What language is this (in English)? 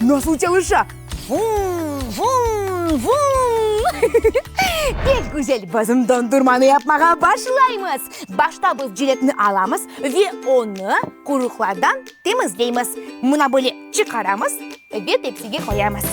Crimean Tatar